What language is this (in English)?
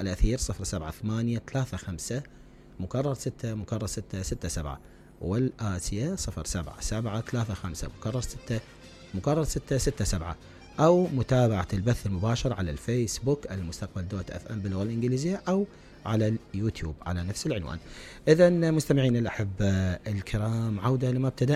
Mesopotamian Arabic